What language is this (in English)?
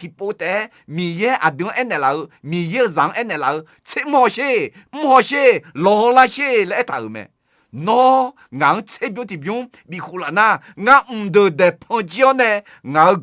Akha